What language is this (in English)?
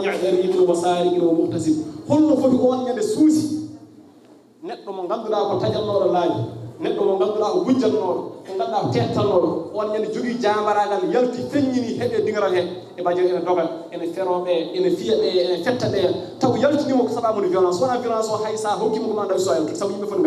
Fula